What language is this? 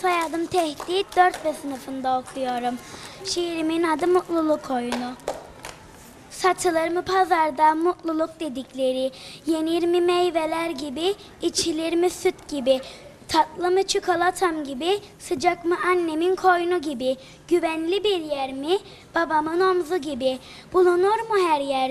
Turkish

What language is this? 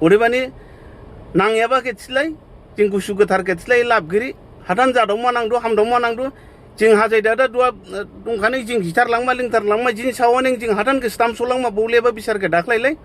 Dimasa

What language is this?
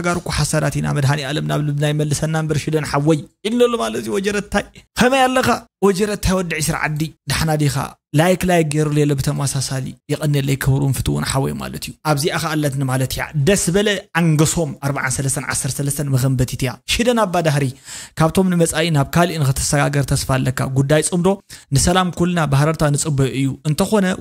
Tigrinya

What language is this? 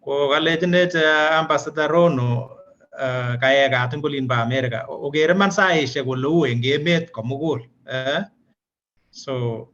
Kalenjin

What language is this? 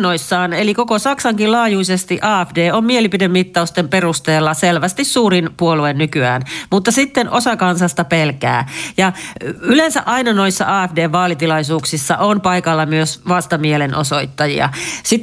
Finnish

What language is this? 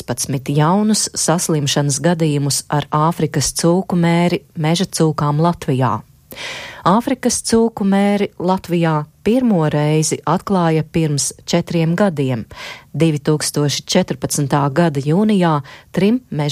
Latvian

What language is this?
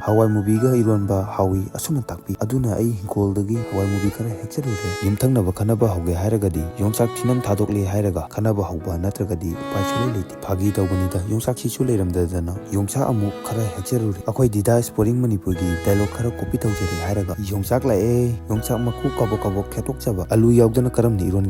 Manipuri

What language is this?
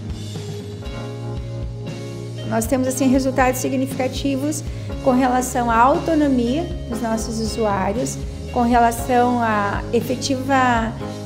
Portuguese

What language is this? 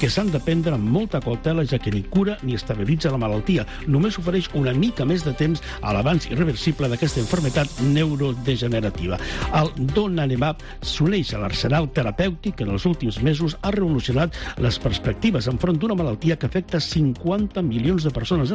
Catalan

